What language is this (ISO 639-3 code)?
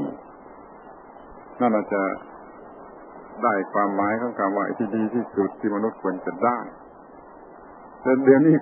tha